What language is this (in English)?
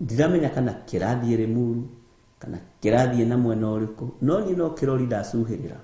Kikuyu